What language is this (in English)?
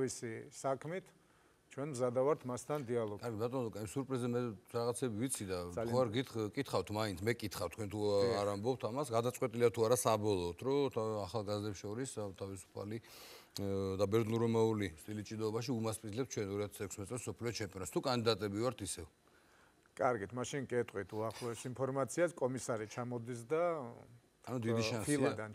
Georgian